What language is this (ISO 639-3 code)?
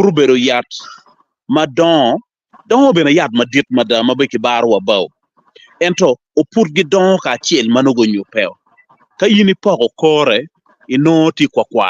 ach